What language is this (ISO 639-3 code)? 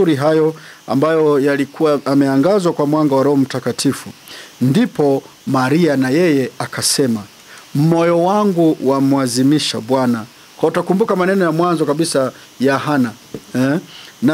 swa